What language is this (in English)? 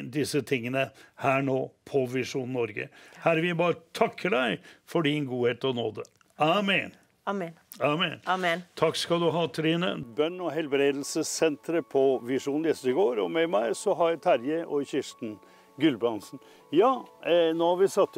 Norwegian